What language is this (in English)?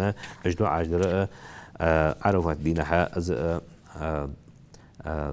Ingush